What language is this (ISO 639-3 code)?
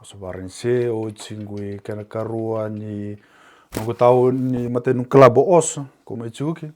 fij